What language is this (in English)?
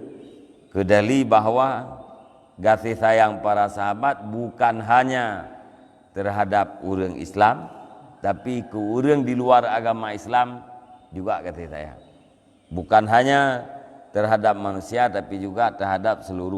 Achinese